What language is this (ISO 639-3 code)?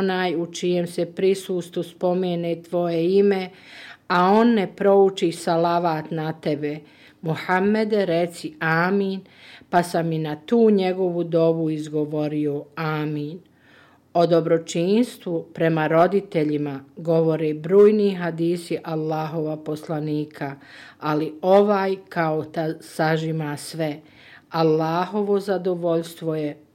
bos